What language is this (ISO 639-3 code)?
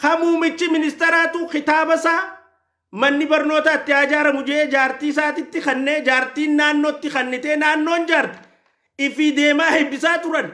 orm